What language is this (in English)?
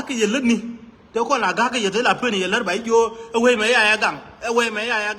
Nuer